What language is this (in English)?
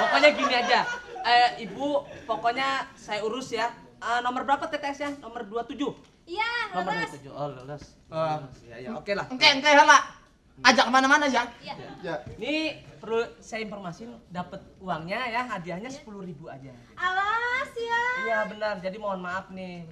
Betawi